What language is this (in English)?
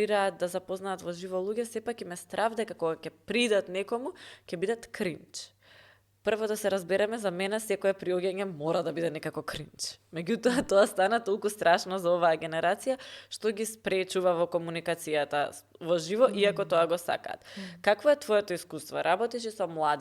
Macedonian